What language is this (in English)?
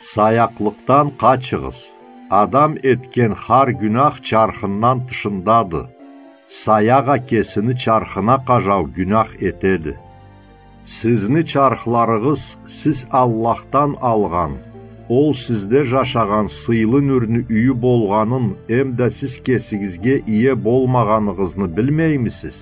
Karachay-Balkar